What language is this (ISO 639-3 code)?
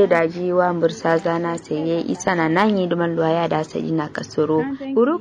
kau